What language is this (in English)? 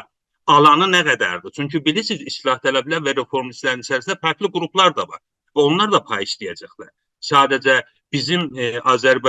South Azerbaijani